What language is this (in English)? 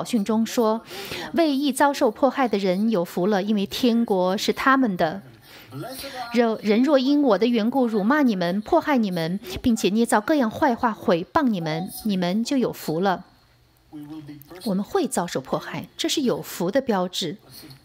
Chinese